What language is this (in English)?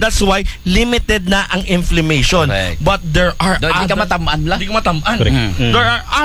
Aklanon